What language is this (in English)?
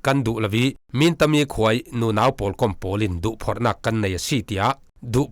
Falam Chin